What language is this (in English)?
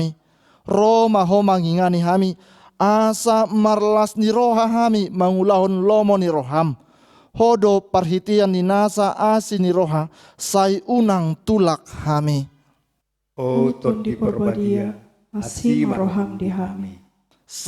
Batak Toba